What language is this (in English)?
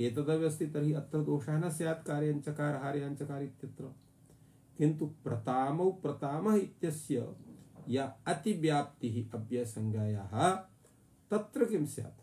Sanskrit